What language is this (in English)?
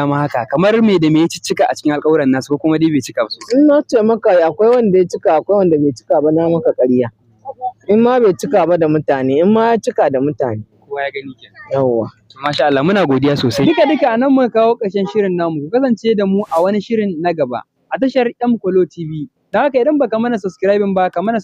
Hausa